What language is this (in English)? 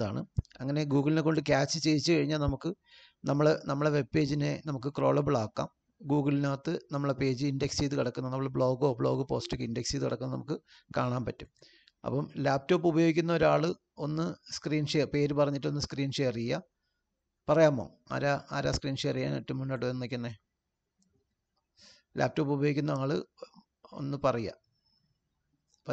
Malayalam